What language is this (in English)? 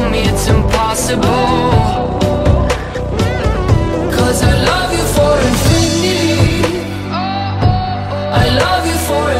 English